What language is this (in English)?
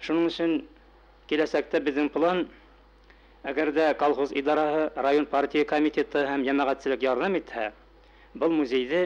Bashkir